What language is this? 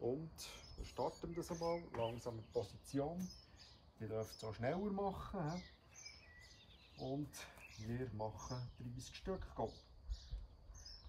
German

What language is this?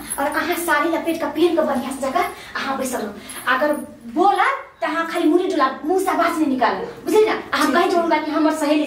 Maithili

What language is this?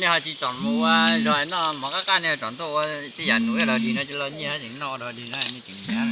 Hmong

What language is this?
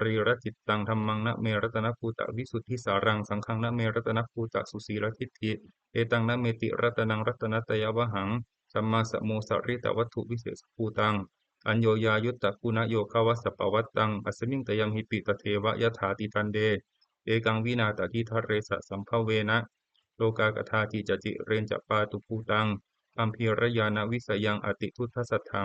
Pali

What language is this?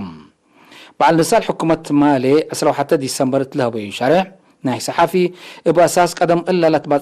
Tigre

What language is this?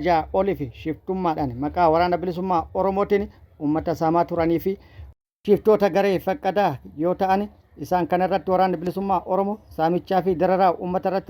Oromo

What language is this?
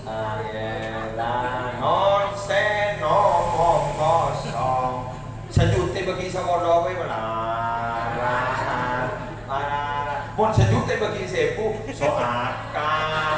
Madurese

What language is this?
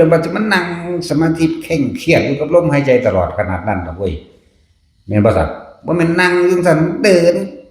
Northeastern Thai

